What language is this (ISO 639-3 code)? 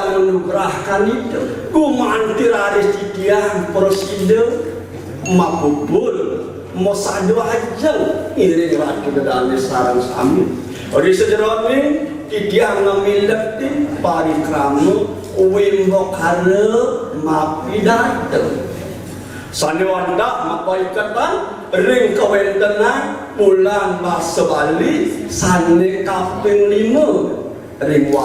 ban